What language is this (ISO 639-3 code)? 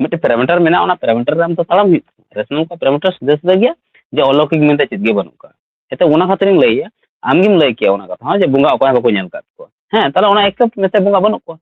sat